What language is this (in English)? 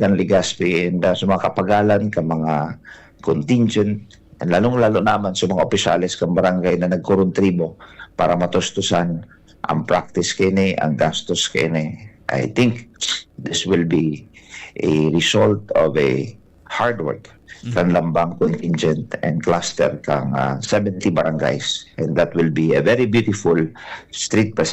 Bikol